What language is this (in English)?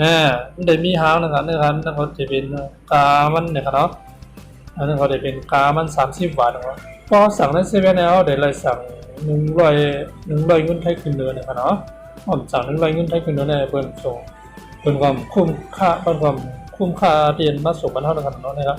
Shan